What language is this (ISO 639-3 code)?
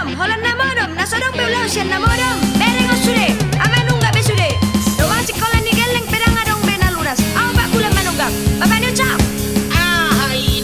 bbc